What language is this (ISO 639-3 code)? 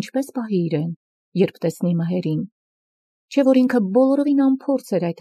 hye